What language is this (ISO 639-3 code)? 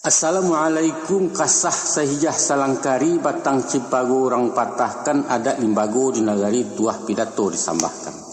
min